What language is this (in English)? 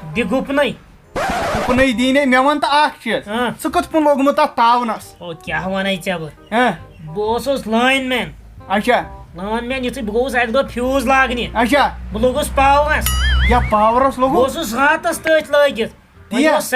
Kashmiri